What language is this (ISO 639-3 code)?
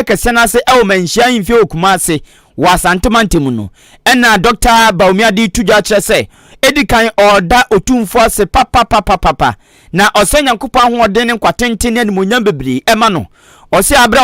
aka